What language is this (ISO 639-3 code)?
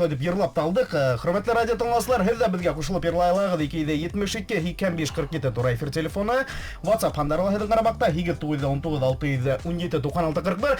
bak